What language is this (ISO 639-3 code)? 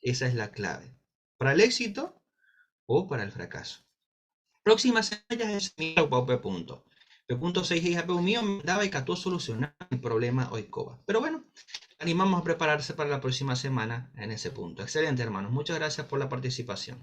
grn